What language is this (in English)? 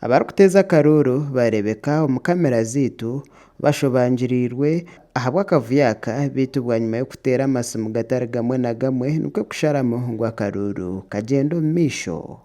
Nyankole